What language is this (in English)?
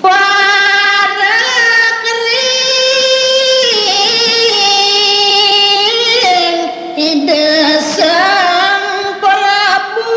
Balinese